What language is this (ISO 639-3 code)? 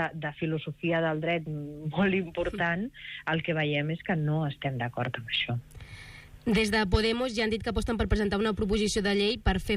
cat